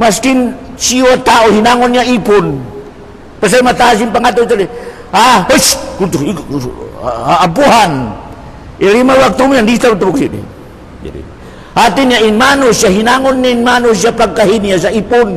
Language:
Tausug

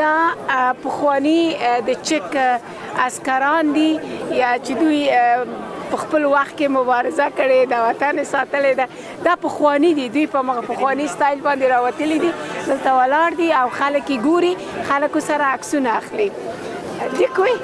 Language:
Pashto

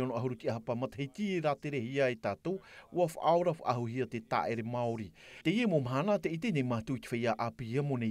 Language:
Tahitian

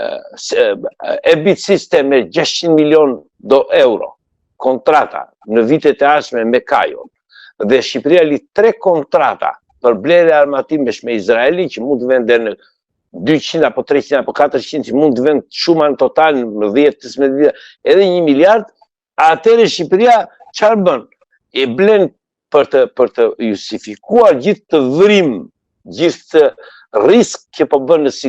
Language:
Albanian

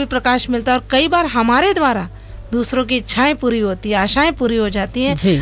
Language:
Hindi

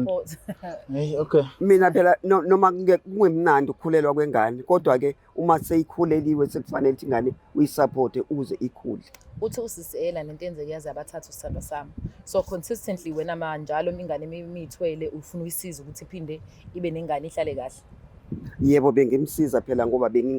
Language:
Zulu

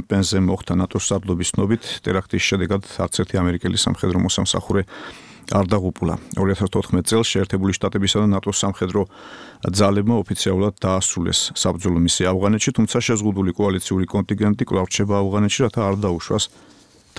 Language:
Georgian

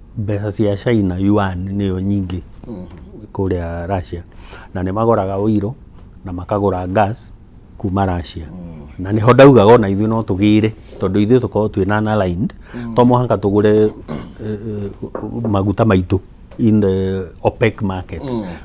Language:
Kikuyu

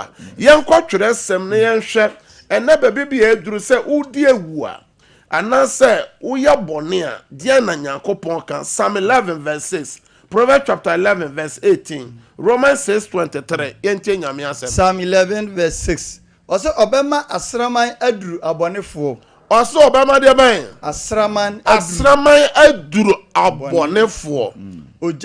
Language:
Akan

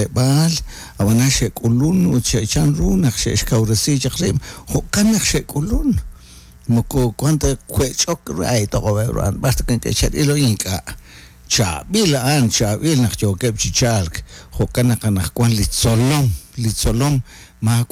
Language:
Kekchí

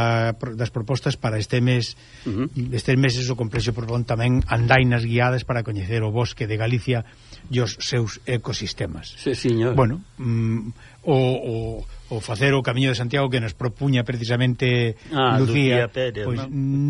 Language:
Galician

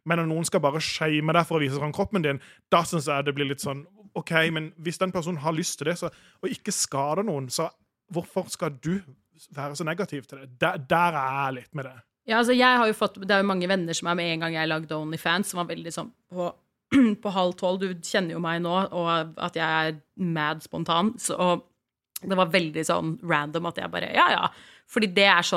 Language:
Norwegian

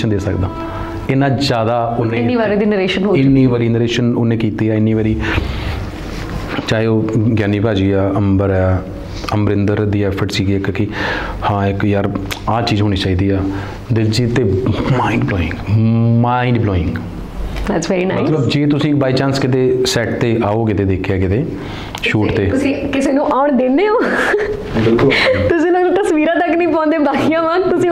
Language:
Punjabi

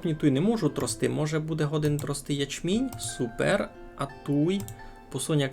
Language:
Rusyn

